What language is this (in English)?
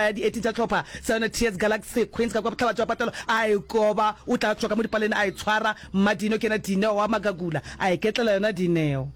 Northern Sotho